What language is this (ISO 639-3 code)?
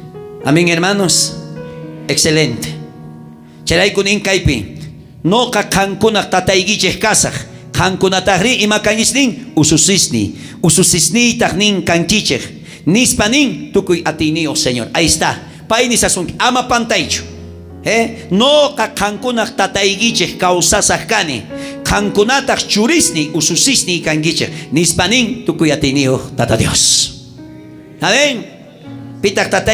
quh